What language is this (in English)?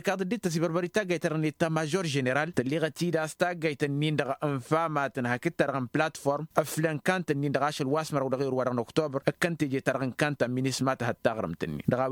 Tamasheq